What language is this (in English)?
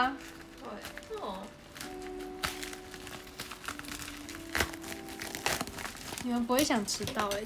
Chinese